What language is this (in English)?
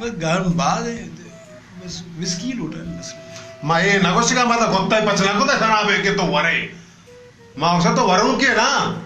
Baluchi